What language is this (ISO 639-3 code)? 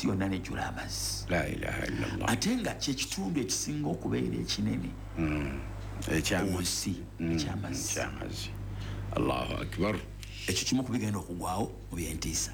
lug